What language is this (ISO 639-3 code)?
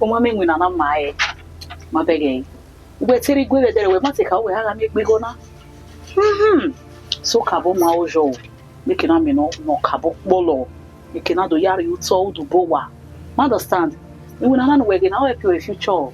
bin